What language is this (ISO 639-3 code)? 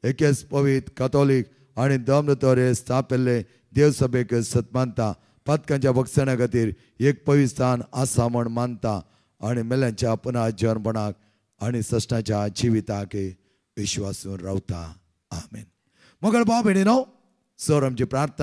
kok